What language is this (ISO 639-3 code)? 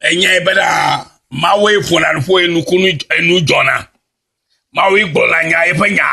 ewe